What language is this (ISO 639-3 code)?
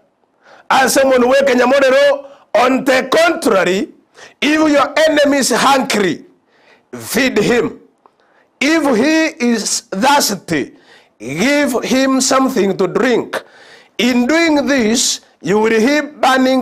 guz